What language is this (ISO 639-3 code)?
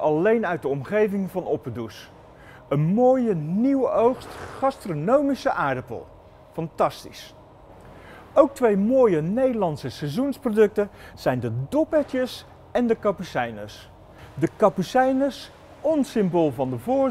nld